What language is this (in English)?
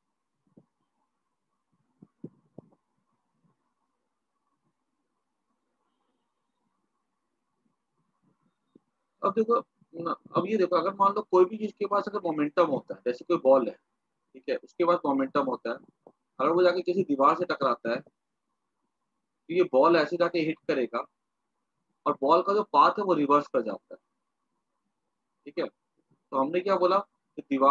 Hindi